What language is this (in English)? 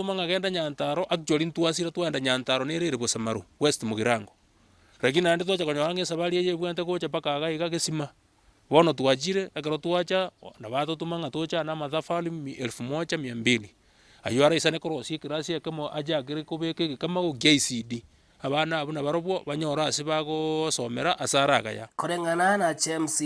Gusii